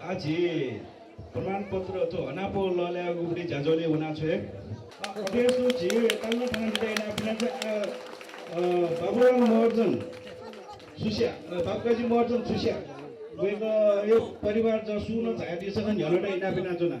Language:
Newari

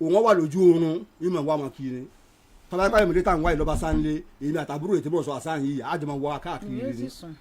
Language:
Yoruba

